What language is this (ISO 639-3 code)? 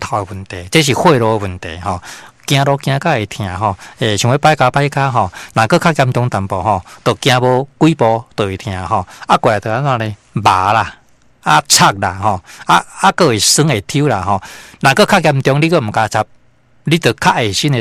nan